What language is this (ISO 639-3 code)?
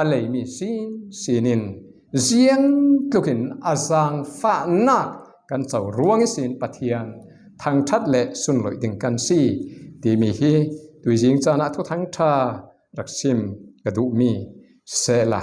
cfm